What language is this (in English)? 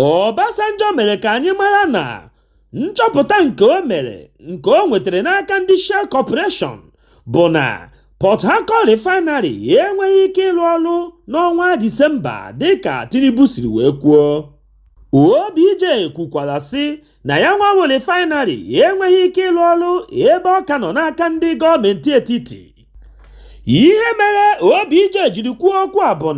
Igbo